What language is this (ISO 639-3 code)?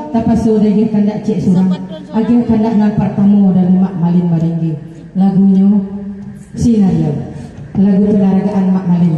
min